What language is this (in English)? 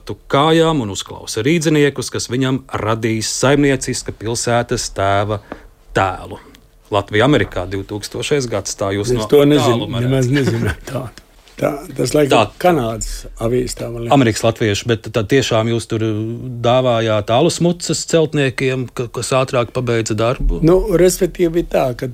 Latvian